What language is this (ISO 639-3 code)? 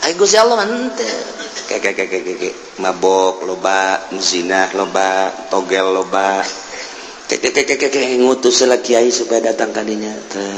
sun